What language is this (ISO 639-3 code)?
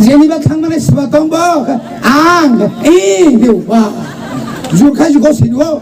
trp